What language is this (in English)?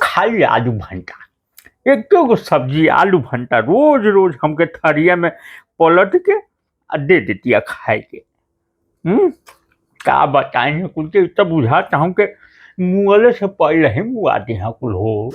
Bhojpuri